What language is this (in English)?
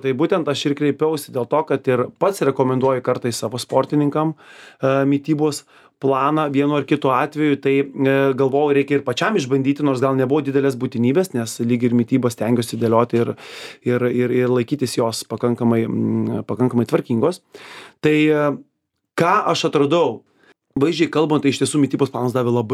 Lithuanian